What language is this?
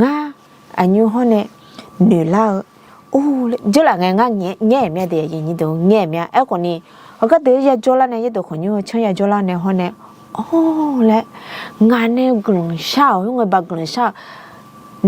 Akha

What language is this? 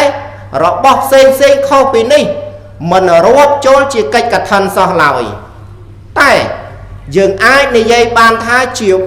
Khmer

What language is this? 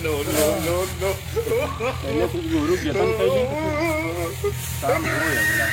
Awadhi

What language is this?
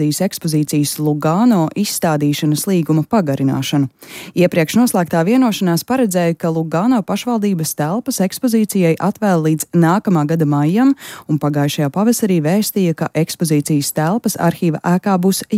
Latvian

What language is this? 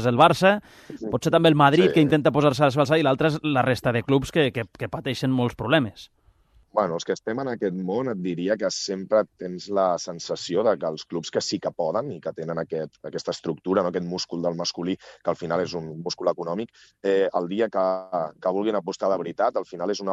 Catalan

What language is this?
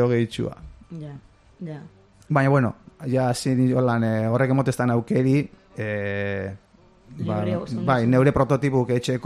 Basque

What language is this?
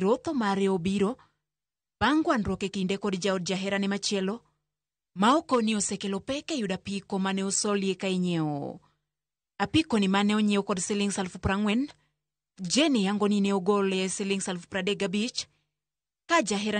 Luo (Kenya and Tanzania)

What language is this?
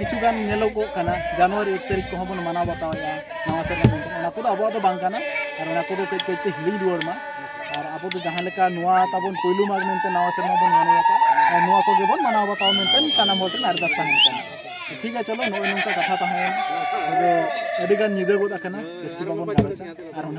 Santali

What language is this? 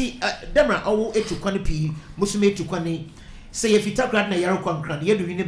Akan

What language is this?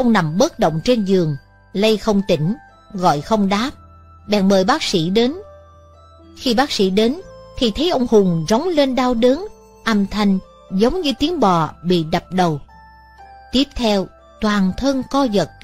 Vietnamese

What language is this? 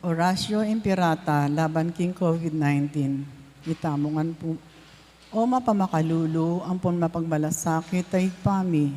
Pampanga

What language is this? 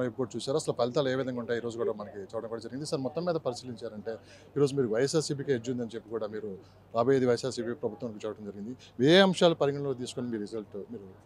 Telugu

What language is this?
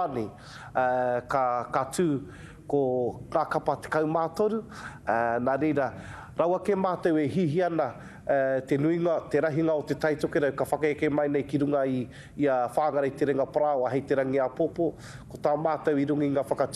Māori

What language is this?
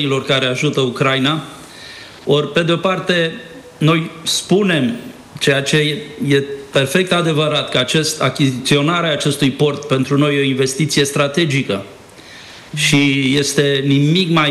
Romanian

